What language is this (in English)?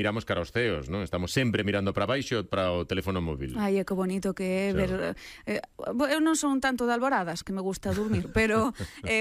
Galician